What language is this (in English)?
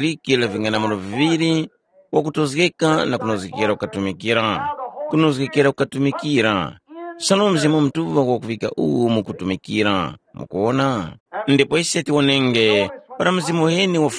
Tumbuka